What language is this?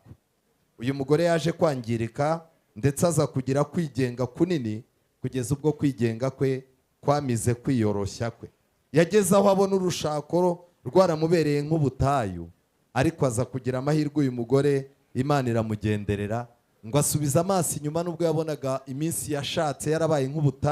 Kinyarwanda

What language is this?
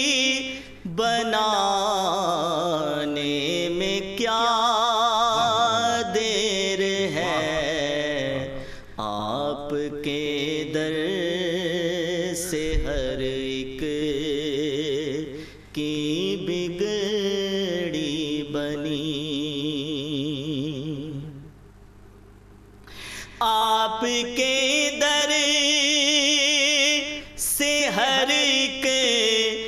Urdu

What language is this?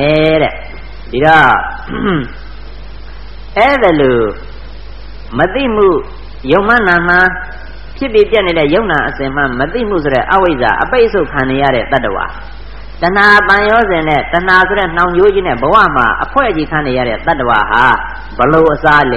Burmese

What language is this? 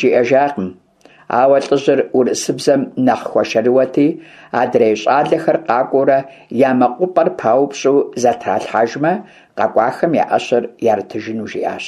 Kabardian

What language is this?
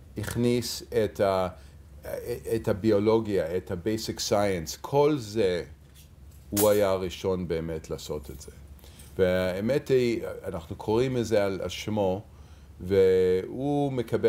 Hebrew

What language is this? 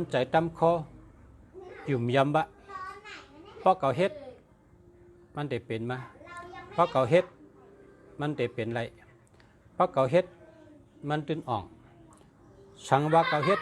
Shan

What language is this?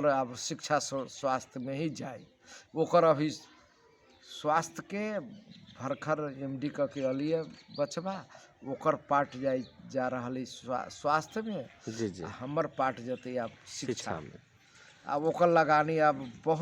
Magahi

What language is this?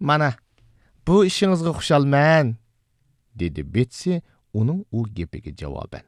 Uyghur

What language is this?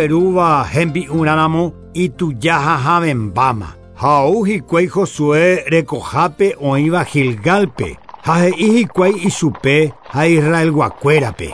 Guarani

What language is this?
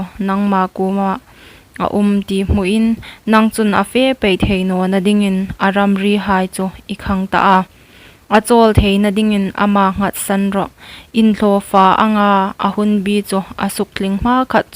Hmar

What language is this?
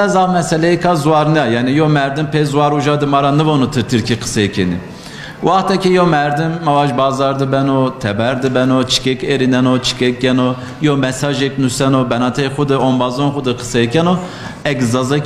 Zaza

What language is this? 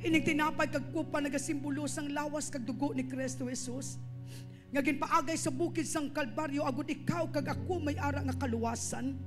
Hiligaynon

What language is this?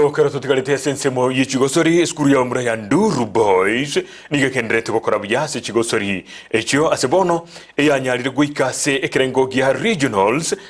Gusii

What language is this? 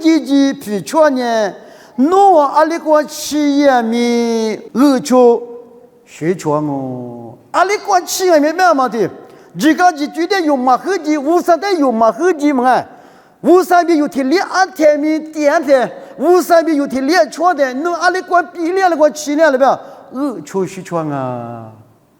Lisu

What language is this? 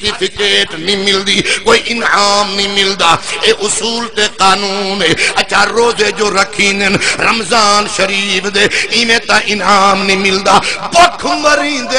Saraiki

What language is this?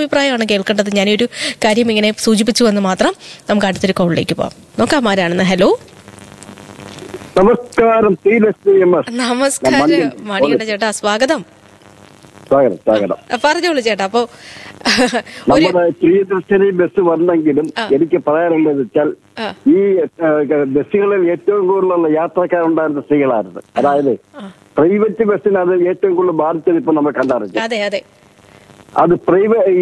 Malayalam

